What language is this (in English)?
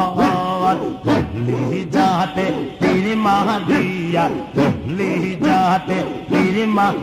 Bangla